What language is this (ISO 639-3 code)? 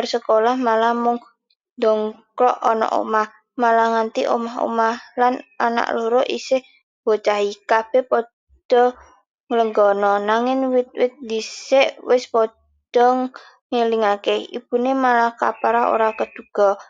jav